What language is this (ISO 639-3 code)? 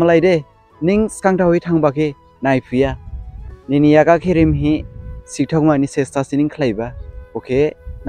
dis